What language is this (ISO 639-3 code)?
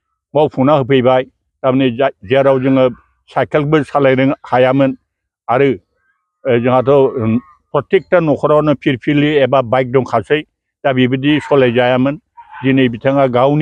brx